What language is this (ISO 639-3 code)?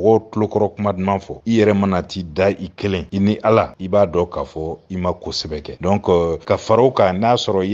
bam